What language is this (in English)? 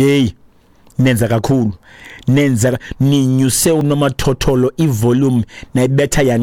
Xhosa